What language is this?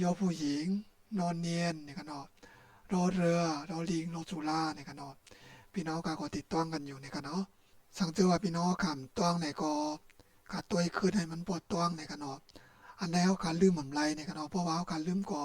Shan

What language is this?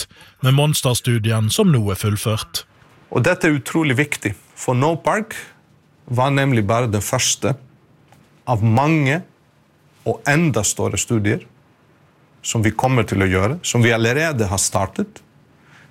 Norwegian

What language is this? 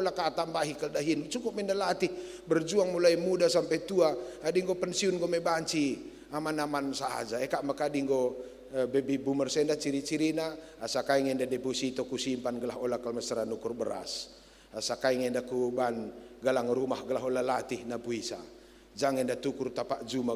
Batak Karo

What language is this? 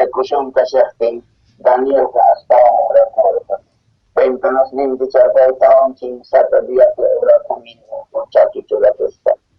South Bolivian Quechua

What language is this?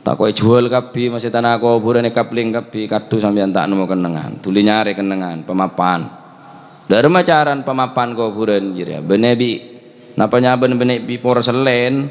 Madurese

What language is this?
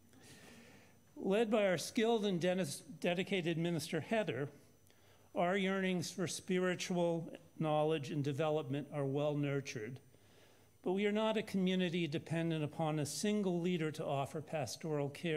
English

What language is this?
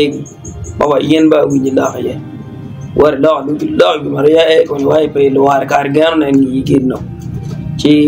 Acoli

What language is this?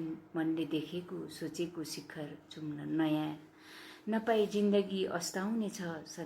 Nepali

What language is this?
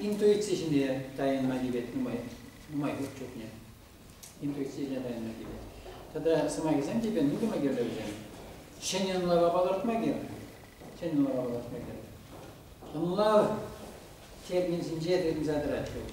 Chuvash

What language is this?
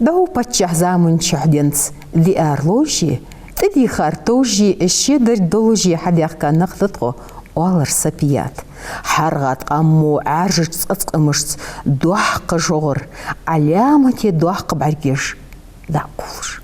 Ingush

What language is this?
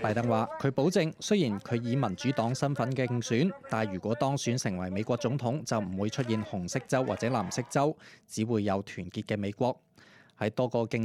Cantonese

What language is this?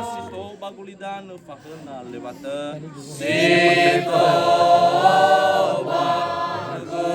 Nias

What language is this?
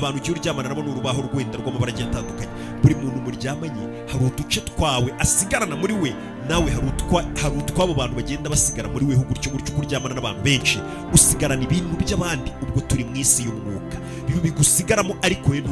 Kinyarwanda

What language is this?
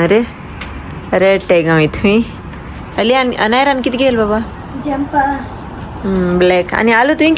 Konkani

